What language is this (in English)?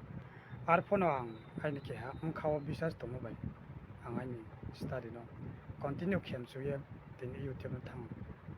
Kok Borok